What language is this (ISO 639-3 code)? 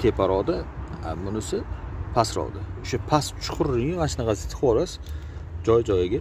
uzb